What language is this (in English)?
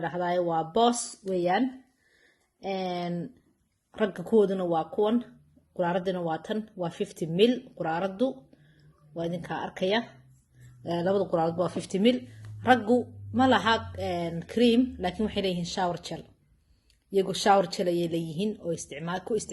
Somali